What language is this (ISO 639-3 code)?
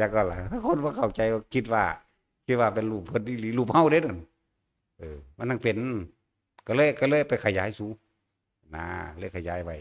tts